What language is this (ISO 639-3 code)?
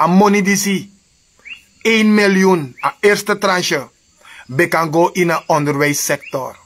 srn